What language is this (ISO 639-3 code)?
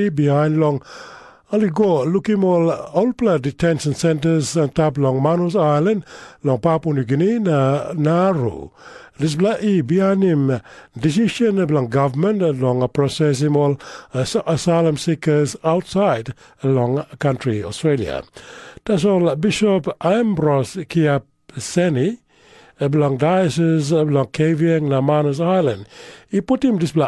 tpi